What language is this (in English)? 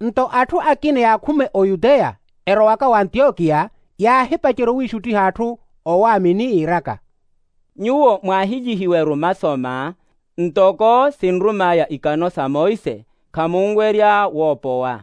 Makhuwa